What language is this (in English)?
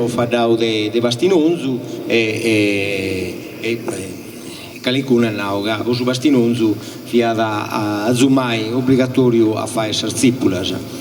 Sardinian